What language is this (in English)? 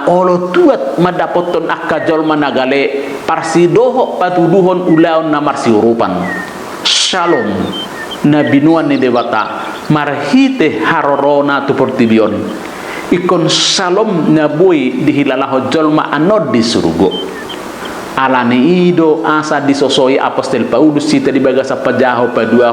Batak Toba